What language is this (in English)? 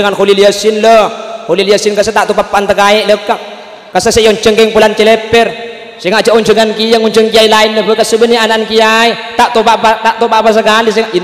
Madurese